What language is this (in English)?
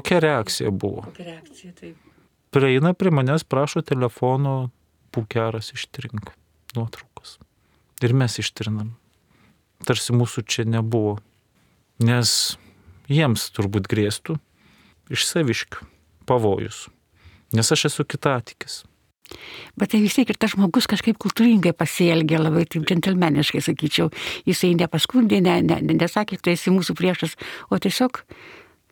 Lithuanian